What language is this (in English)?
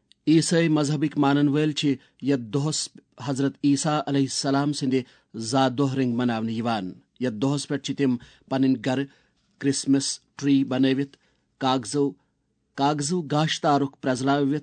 Kashmiri